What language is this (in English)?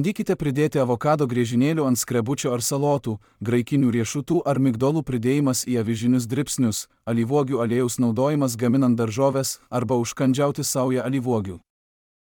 Lithuanian